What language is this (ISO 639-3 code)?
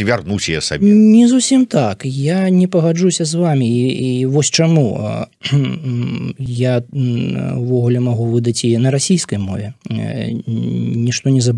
bel